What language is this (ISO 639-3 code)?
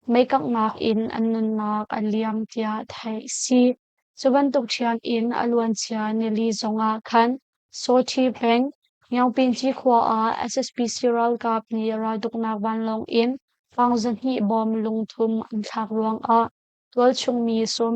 cnh